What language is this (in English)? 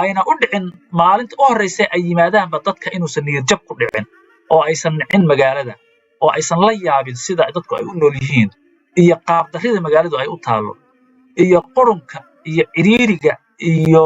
Somali